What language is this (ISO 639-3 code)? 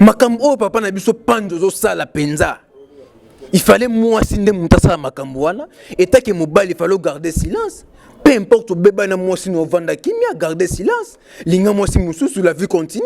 lin